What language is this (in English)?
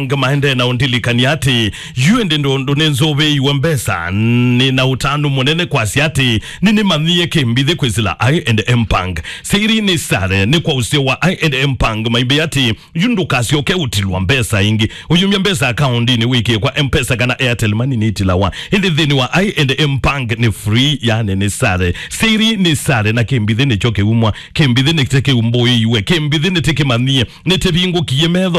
Kamba